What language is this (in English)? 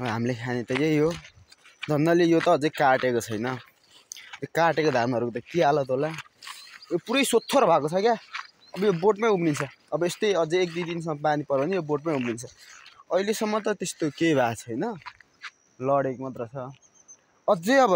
Nepali